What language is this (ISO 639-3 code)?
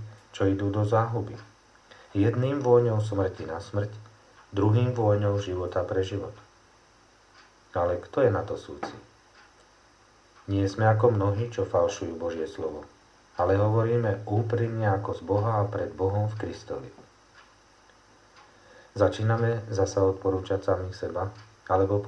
slk